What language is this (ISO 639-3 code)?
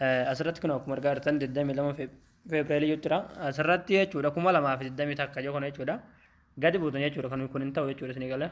orm